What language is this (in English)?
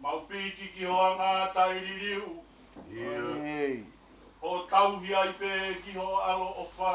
Tongan